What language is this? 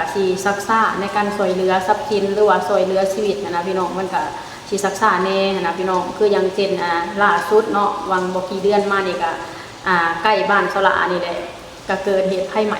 Lao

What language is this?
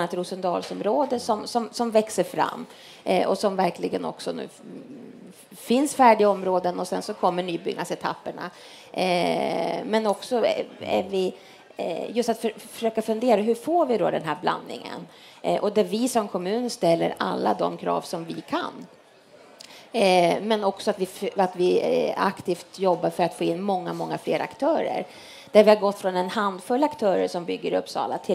Swedish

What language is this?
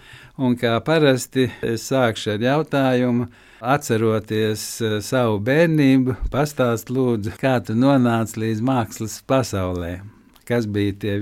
Latvian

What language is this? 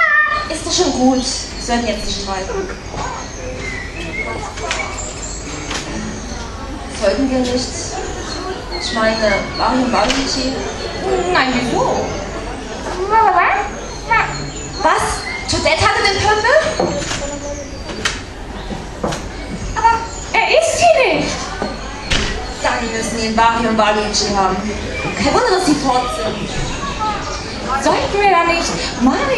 German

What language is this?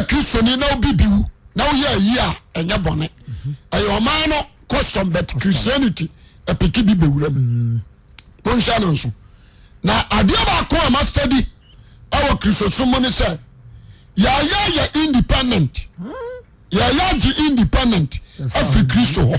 Akan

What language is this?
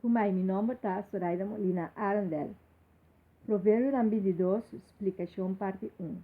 Papiamento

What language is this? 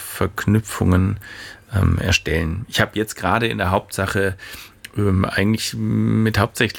German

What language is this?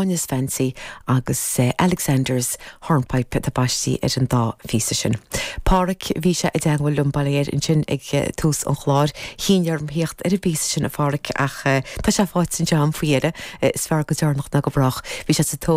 Irish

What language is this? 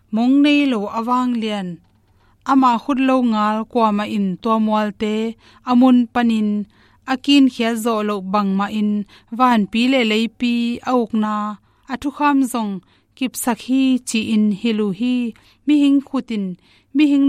Tedim Chin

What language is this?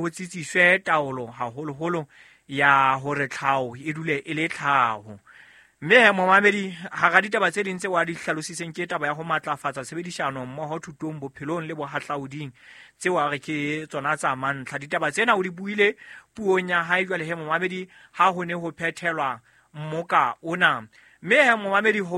Southern Sotho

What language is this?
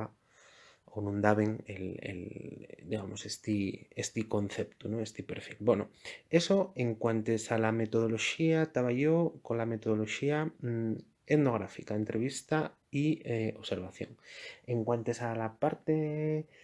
Asturian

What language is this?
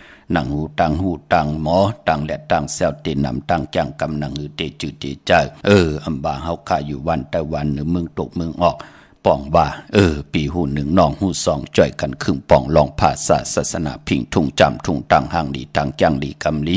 Shan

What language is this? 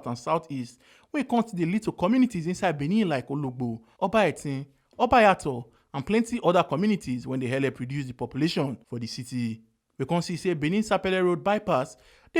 Nigerian Pidgin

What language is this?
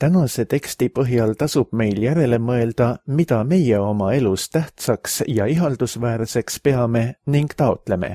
Estonian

